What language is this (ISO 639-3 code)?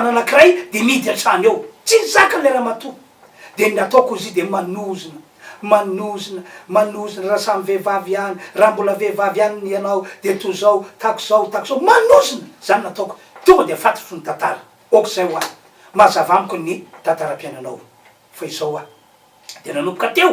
mlg